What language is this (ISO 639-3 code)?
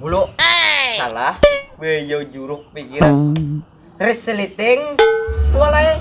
bjn